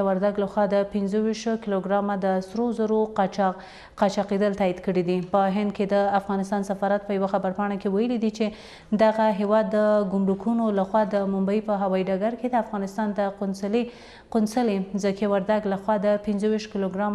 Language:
Pashto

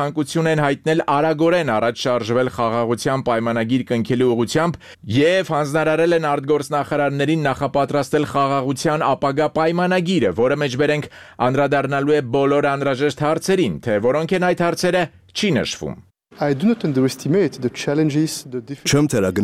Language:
Armenian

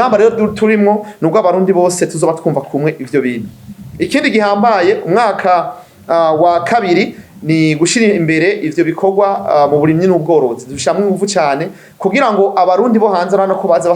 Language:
Rundi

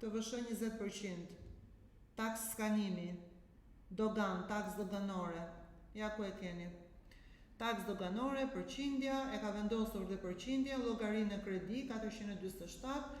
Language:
Albanian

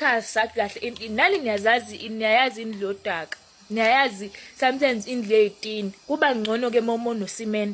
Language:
Zulu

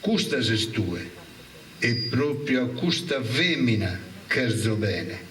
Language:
Sardinian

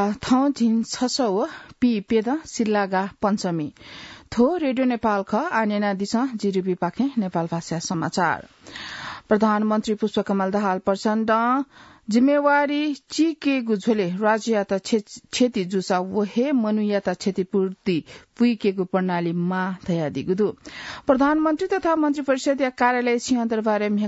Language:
Newari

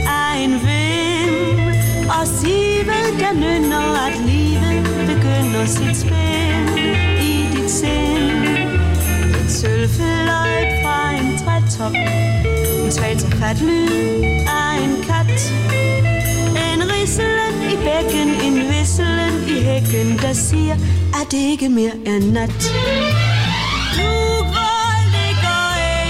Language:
Danish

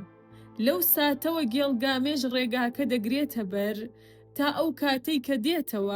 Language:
Central Kurdish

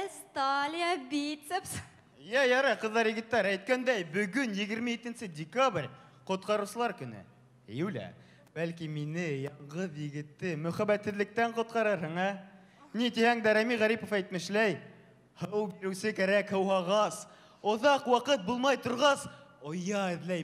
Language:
Bashkir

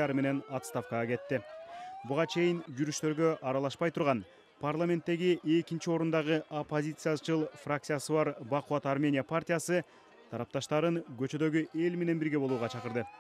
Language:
Kyrgyz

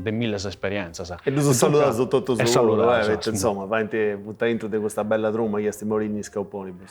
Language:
Sardinian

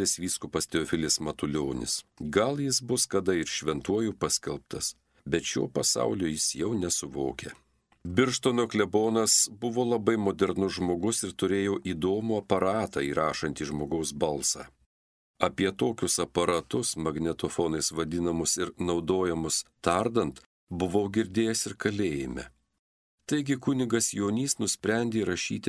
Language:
Lithuanian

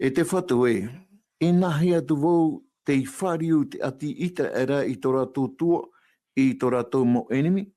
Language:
Tahitian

